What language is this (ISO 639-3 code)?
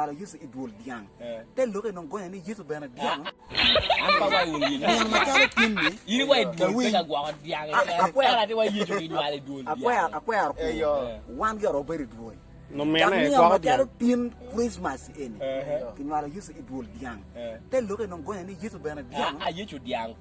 ach